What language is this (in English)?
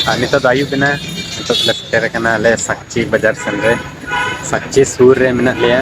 Santali